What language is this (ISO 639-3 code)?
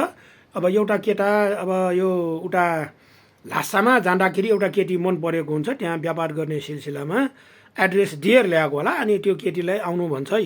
nep